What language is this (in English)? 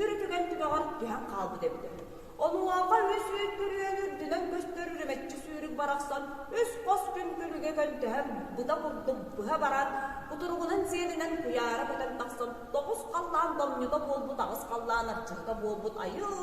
Yakut